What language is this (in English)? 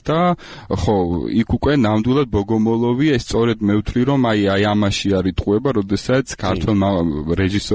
Georgian